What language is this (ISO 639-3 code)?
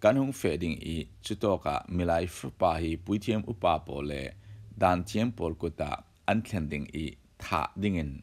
cfm